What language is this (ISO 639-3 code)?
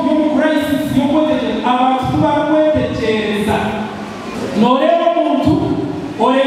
nyn